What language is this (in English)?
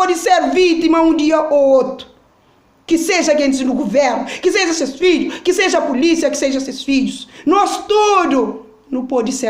Kabuverdianu